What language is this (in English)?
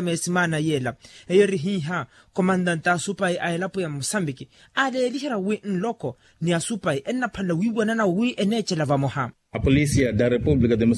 Makhuwa